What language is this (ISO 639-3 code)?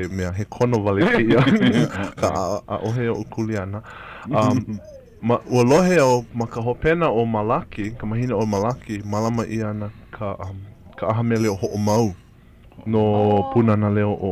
haw